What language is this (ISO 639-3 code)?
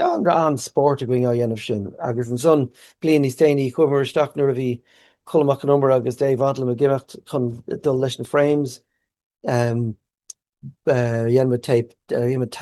gle